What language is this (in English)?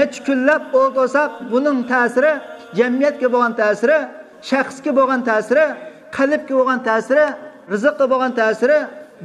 Uyghur